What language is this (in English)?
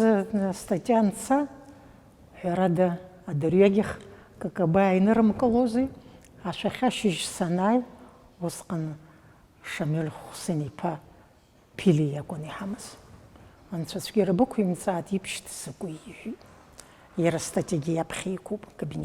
Abkhazian